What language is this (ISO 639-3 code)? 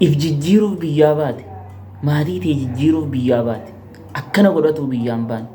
orm